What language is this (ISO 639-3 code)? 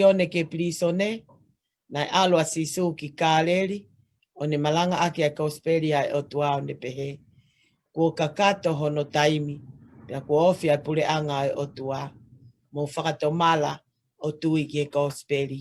ton